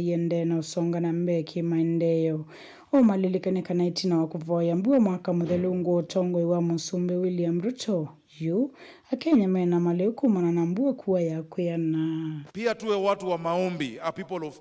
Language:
Kamba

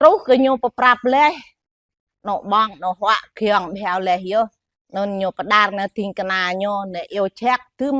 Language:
Jarai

